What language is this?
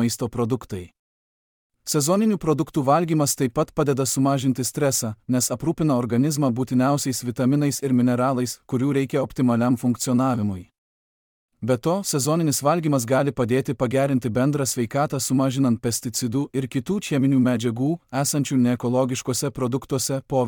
Lithuanian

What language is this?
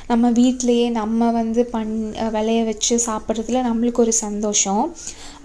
Tamil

